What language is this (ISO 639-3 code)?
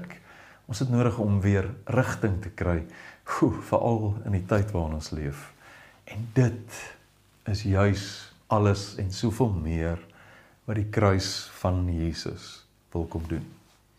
afr